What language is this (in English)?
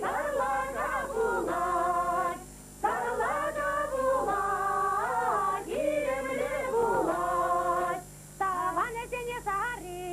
Chuvash